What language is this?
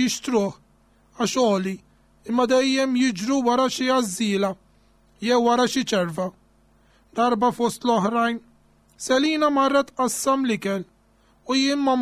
Maltese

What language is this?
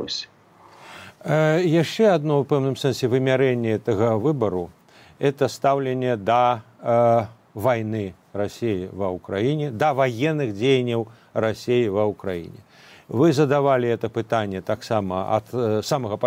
Belarusian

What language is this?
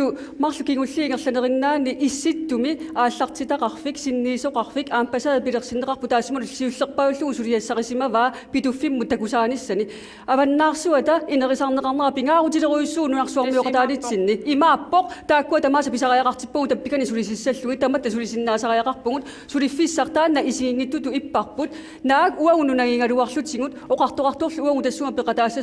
Kalaallisut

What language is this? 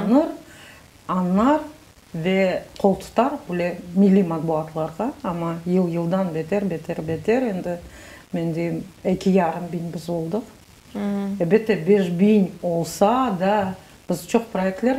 Crimean Tatar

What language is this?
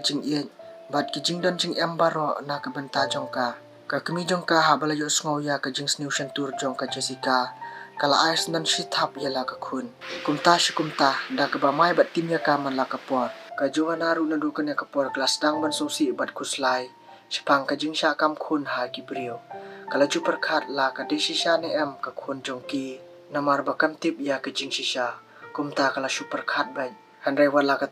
Khasi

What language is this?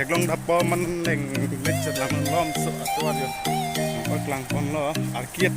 Karbi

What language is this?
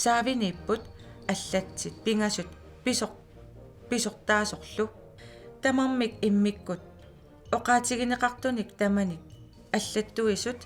Kalaallisut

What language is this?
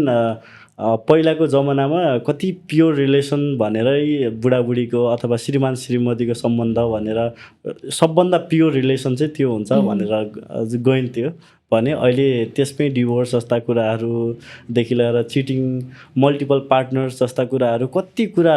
Nepali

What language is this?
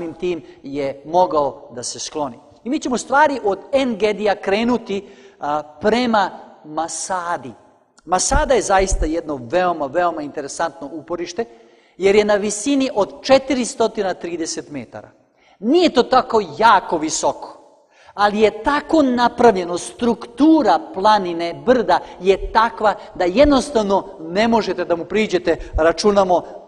Serbian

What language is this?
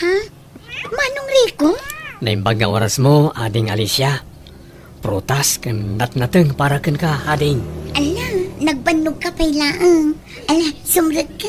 Iloko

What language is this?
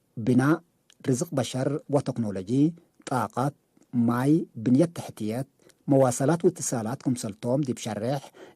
Tigre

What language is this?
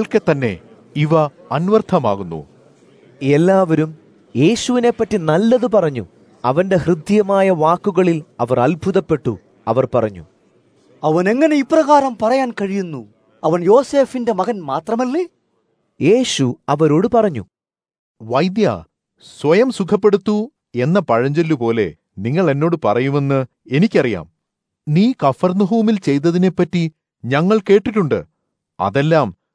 Malayalam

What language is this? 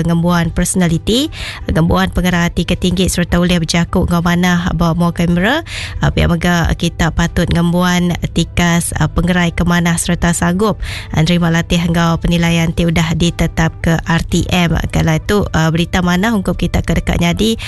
Iban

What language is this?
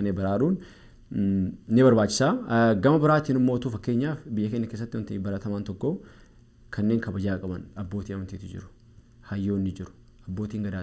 Oromo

